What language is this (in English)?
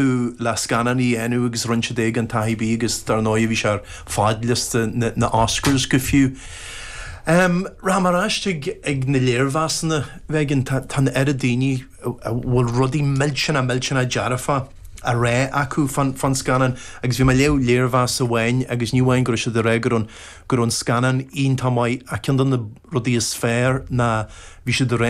Irish